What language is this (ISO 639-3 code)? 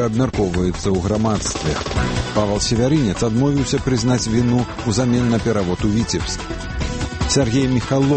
bel